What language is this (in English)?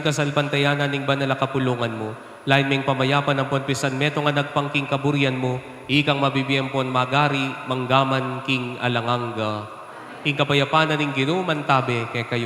Pampanga